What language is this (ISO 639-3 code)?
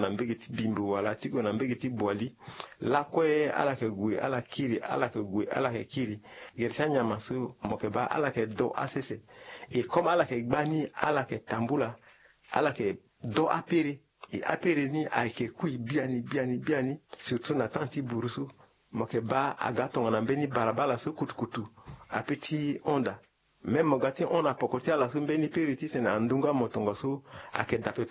sag